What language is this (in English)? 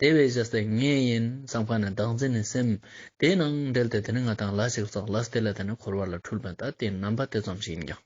Ladakhi